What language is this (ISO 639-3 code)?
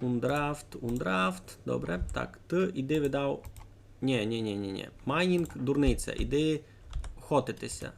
rue